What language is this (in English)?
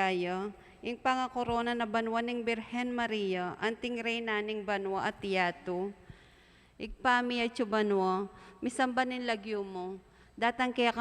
Pampanga